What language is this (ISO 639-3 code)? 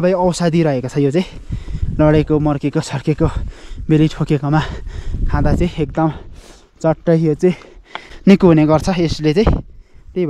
nep